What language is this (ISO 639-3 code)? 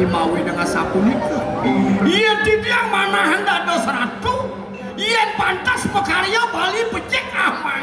ban